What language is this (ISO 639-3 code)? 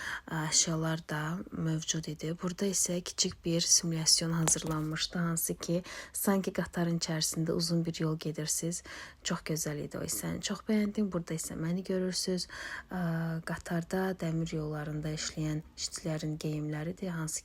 aze